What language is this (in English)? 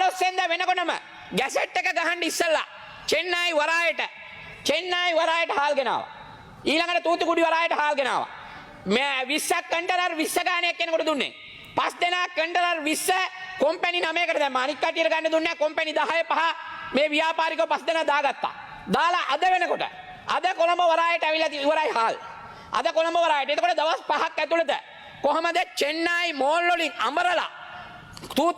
Sinhala